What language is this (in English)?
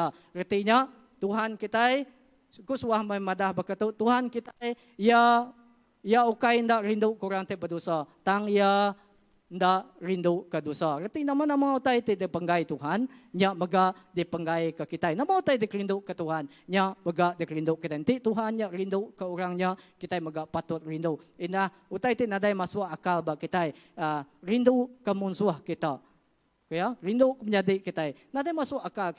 Iban